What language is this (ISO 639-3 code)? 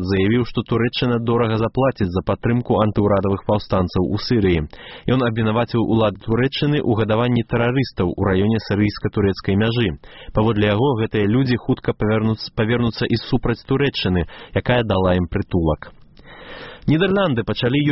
bel